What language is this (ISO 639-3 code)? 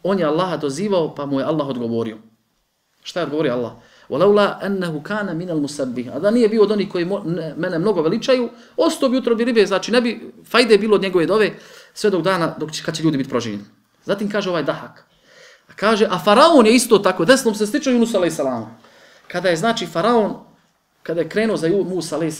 bos